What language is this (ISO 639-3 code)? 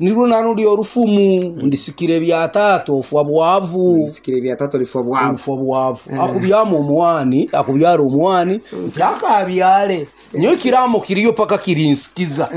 nyn